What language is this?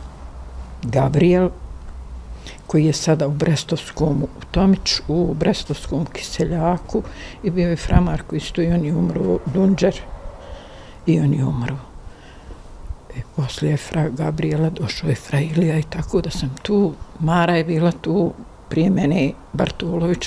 Bosnian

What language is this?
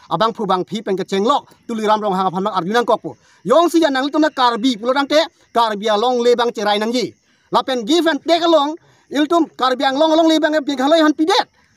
Karbi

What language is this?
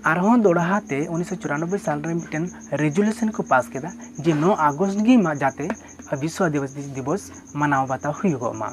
Santali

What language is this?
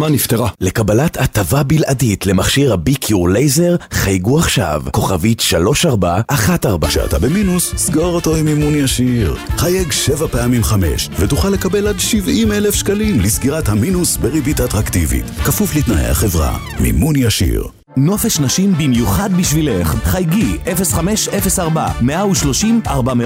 Hebrew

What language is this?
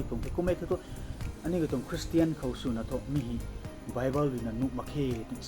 Rongmei Naga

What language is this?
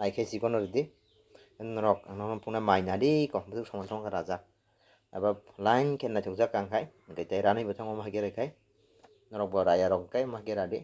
Kok Borok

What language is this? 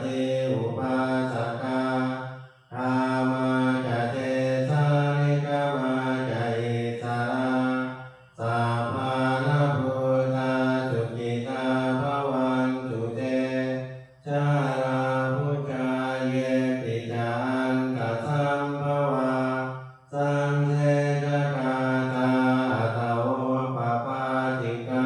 Pali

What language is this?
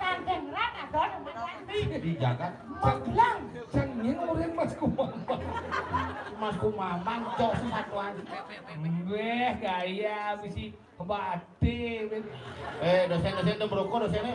Balinese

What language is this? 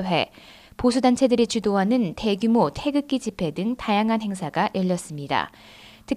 Korean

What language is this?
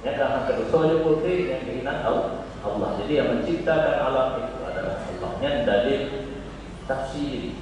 Achinese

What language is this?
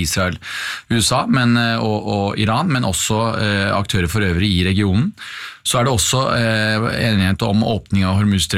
Norwegian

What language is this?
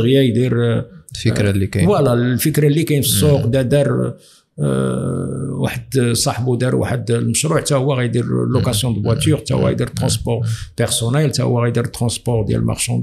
Moroccan Arabic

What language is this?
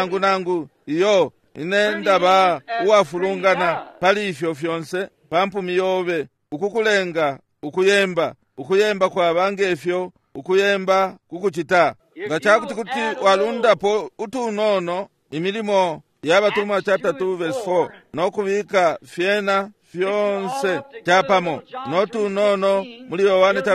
Bemba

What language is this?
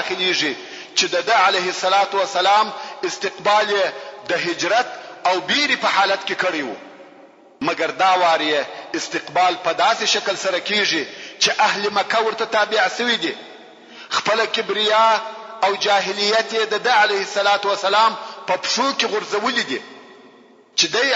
Pashto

